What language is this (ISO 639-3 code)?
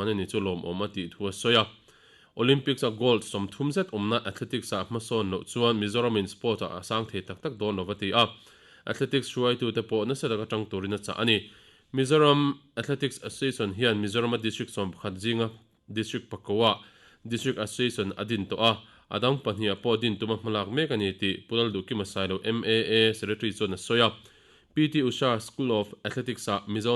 lus